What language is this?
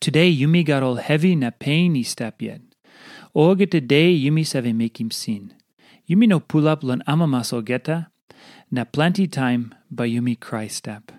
Tok Pisin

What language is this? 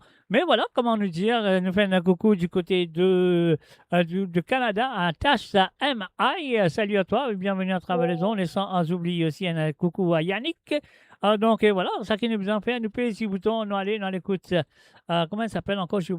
Morisyen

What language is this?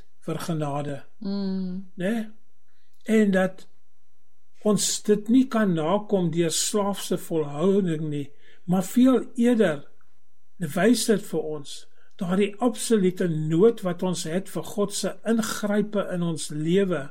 Afrikaans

